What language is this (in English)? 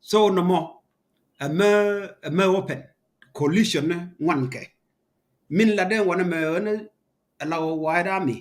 Nuer